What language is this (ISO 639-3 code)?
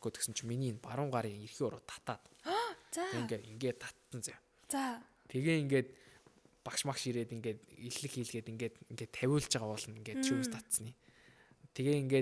mon